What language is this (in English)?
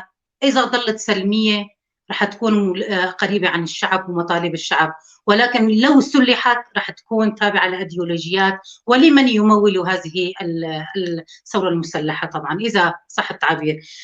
North Levantine Arabic